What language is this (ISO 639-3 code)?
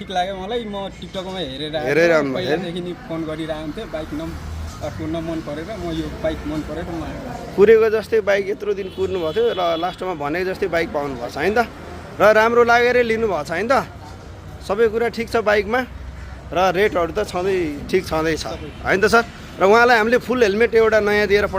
nep